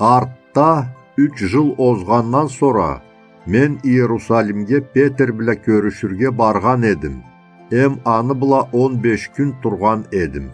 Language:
Karachay-Balkar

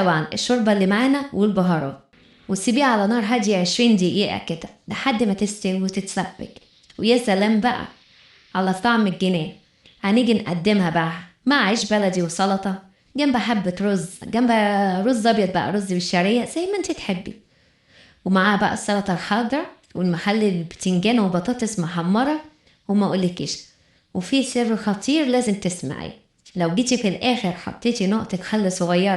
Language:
Egyptian Arabic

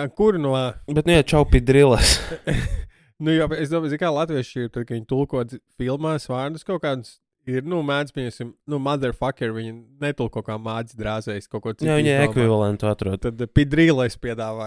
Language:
Latvian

